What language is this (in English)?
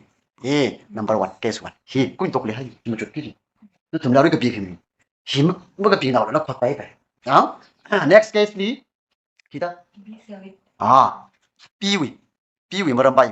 Tangkhul Naga (India)